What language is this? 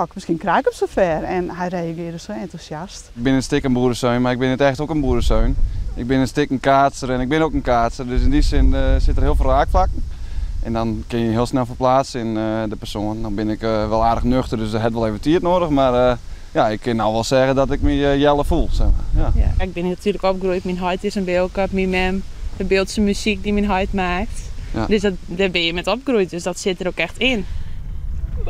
Western Frisian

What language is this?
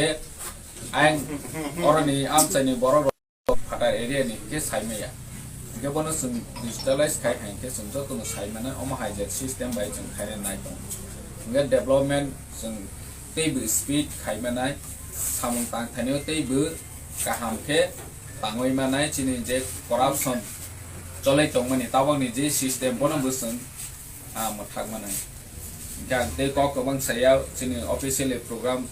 Kok Borok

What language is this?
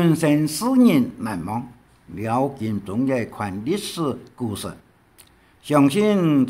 Hakka Chinese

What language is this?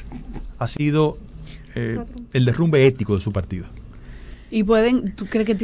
Spanish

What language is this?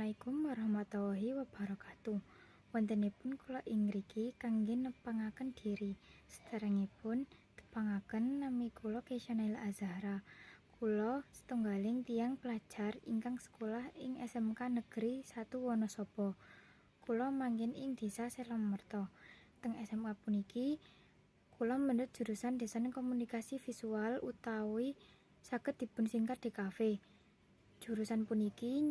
Javanese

